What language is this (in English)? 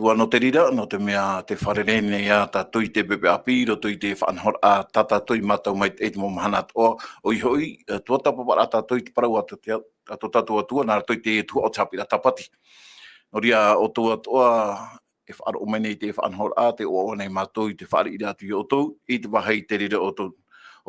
Tahitian